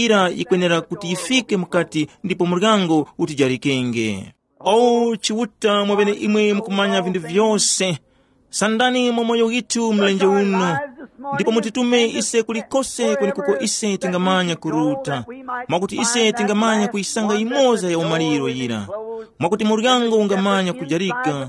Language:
Tumbuka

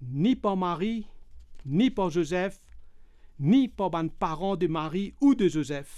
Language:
Morisyen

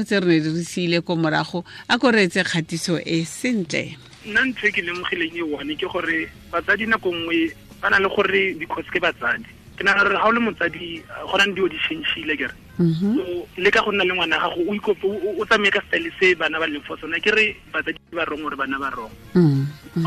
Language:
Tswana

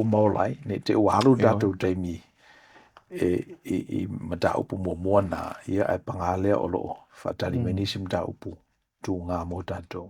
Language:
Samoan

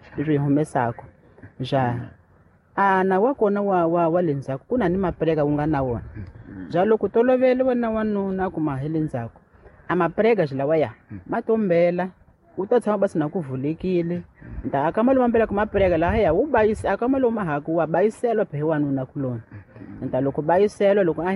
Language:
Tsonga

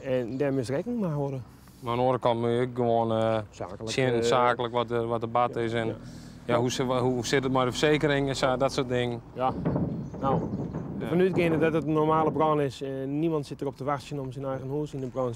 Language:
Western Frisian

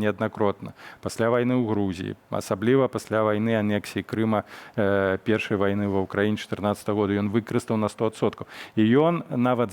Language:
Belarusian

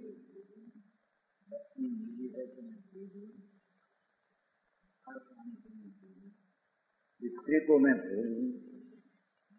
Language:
Hindi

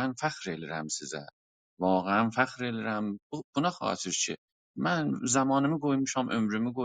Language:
South Azerbaijani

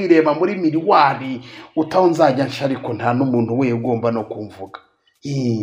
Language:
Kinyarwanda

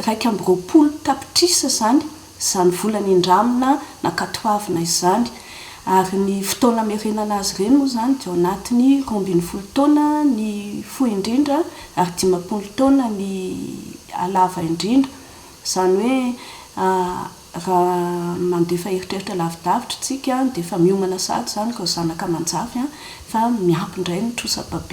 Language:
Malagasy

